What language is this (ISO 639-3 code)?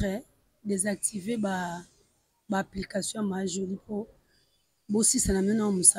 lin